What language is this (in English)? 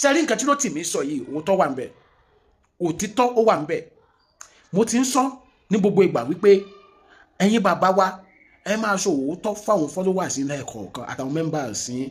Yoruba